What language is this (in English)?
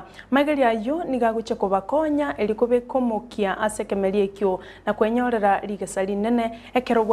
Gusii